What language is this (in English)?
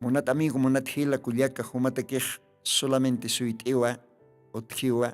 Aymara